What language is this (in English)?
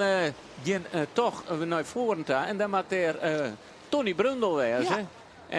Western Frisian